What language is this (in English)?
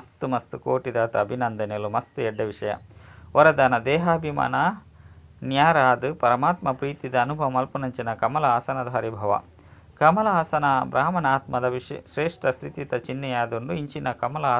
Tulu